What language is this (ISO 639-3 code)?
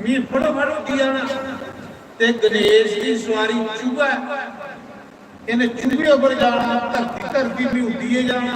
doi